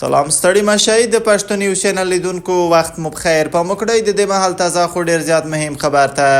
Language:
Pashto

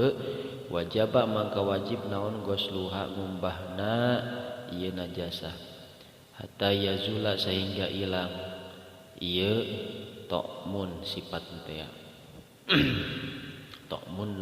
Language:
Sundanese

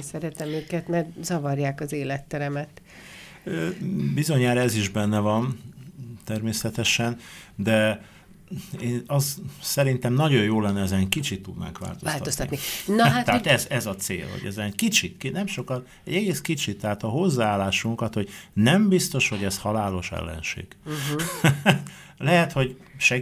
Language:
Hungarian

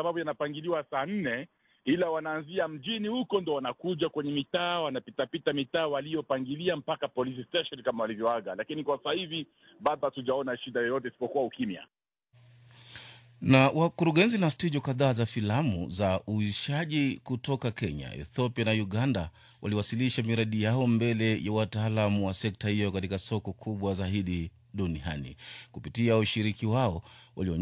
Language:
Swahili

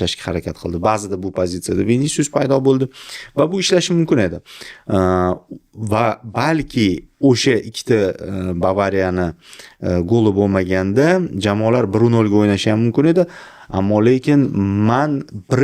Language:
Uzbek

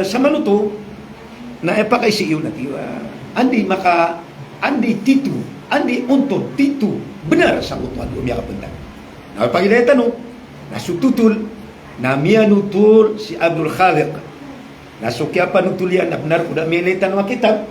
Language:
Maranao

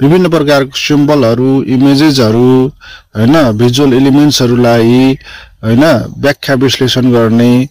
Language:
Nepali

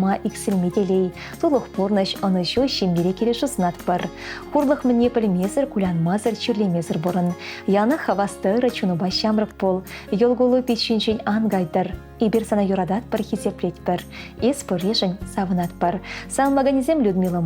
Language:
Chuvash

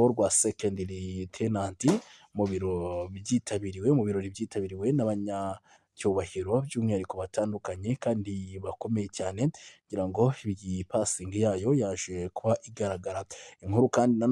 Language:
Kinyarwanda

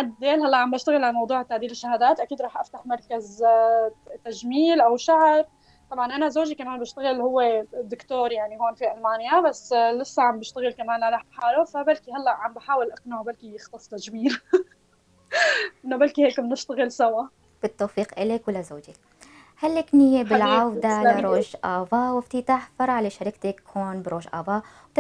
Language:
North Levantine Arabic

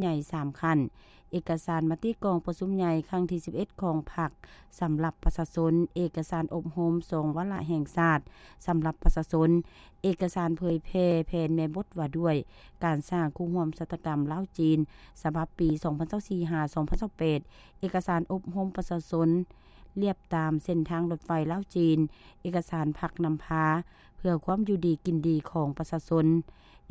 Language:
Lao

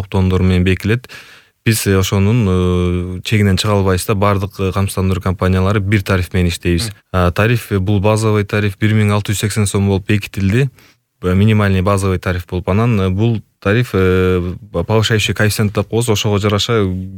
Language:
Kyrgyz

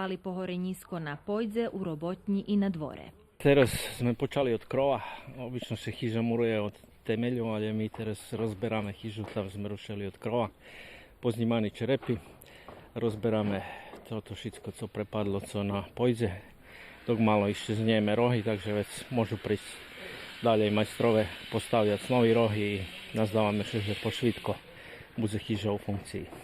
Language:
Rusyn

